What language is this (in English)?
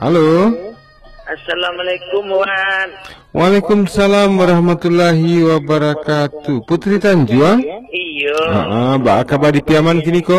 Minangkabau